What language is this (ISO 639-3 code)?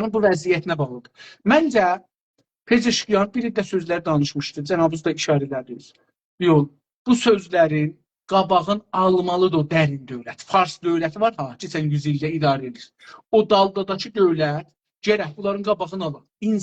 azb